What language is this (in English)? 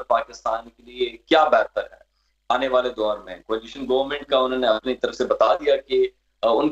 Urdu